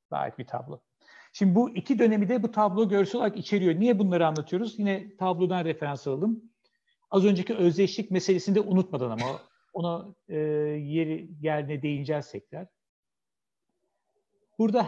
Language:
Turkish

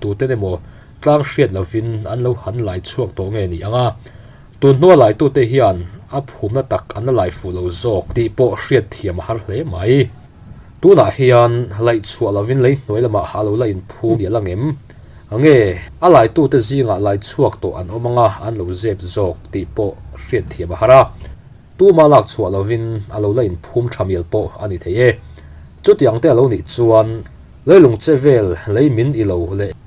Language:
Mizo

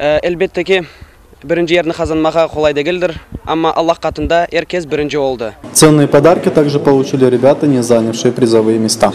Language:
Crimean Tatar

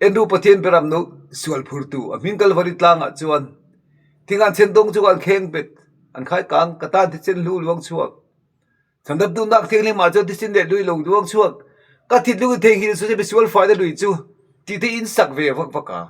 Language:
Mizo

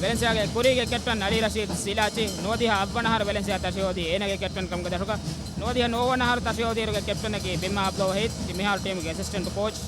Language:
Divehi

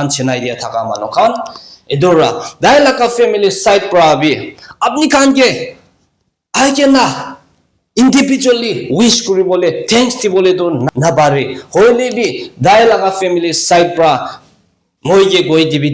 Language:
Naga Pidgin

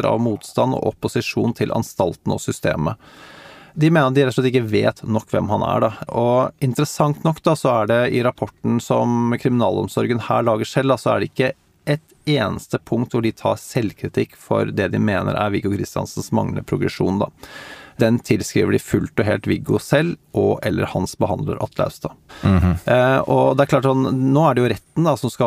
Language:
Norwegian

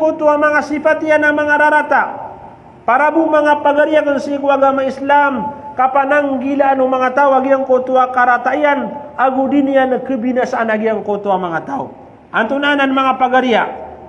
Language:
Maranao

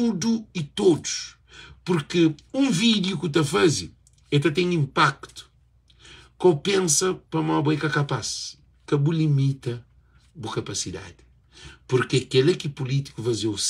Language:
Kabuverdianu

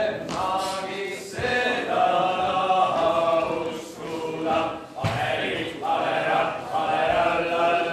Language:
Estonian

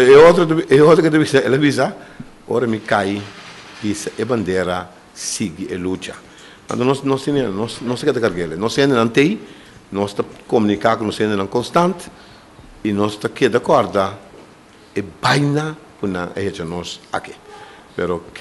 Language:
Papiamento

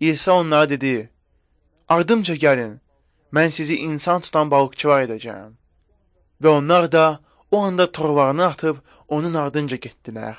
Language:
Azerbaijani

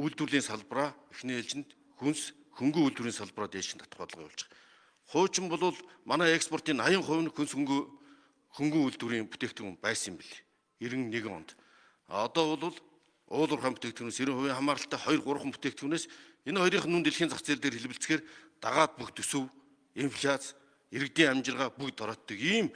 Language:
Mongolian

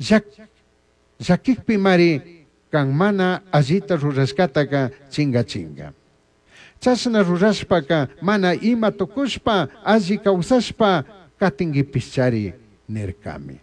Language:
Chimborazo Highland Quichua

